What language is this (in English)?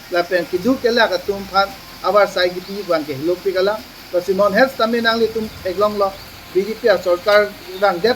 Karbi